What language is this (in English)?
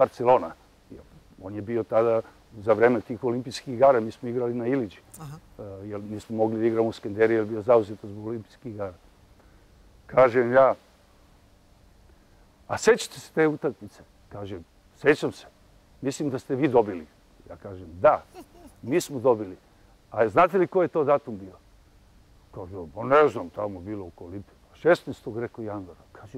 Serbian